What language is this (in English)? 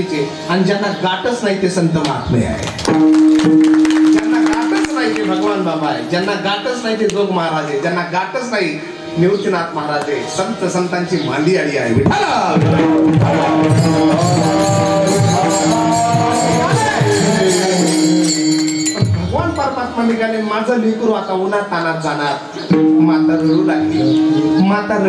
Marathi